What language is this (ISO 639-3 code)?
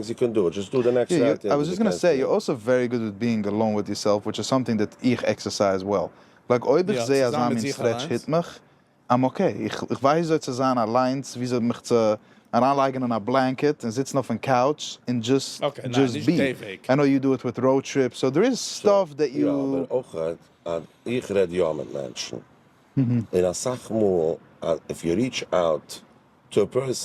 yid